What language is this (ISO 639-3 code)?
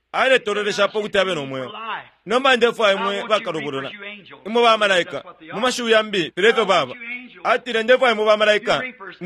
bem